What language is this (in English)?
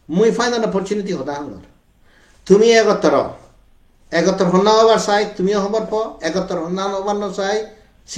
Chakma